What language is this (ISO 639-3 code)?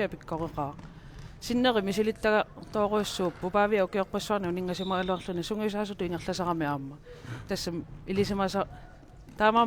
kal